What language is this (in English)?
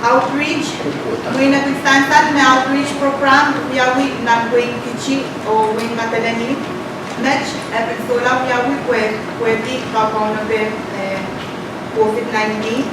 Pohnpeian